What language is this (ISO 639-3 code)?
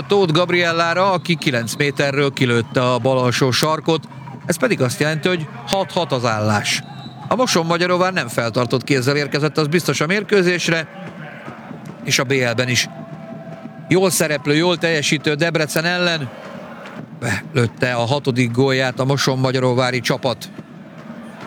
hun